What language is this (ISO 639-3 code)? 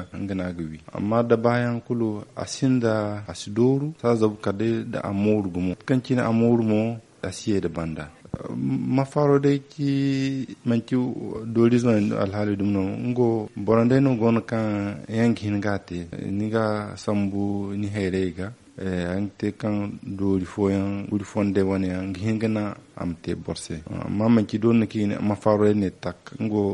dje